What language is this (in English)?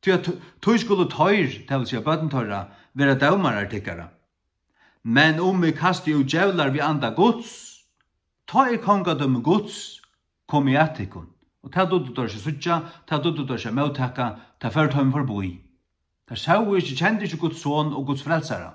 Faroese